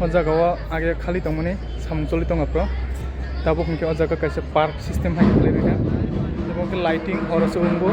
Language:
Kok Borok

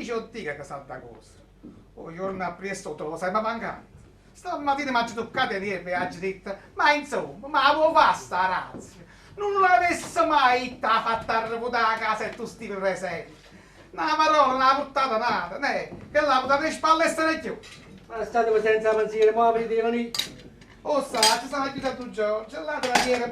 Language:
Neapolitan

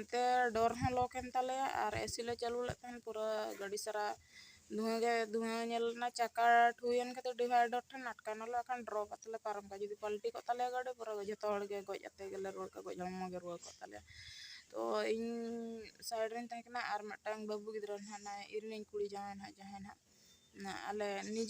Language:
Santali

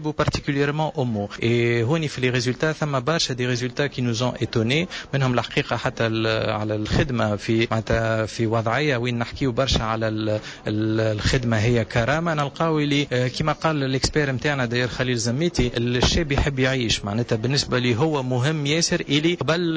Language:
Tunisian Arabic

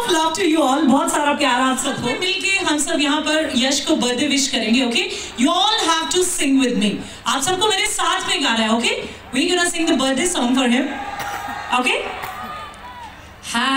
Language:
Hindi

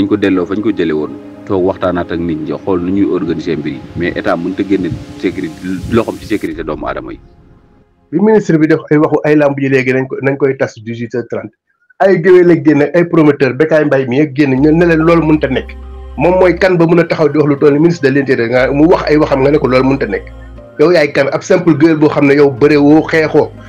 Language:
Wolof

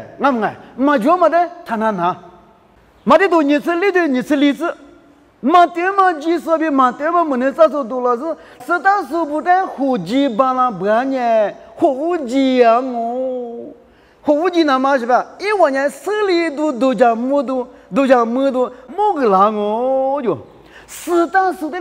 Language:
Lisu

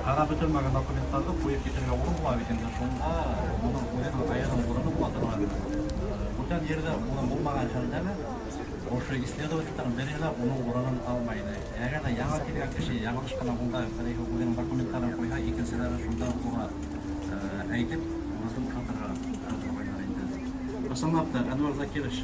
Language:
Bashkir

